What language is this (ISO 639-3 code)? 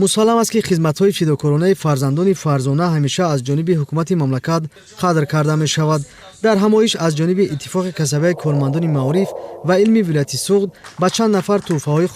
tgk